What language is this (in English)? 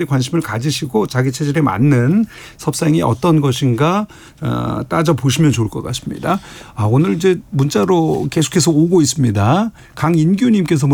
Korean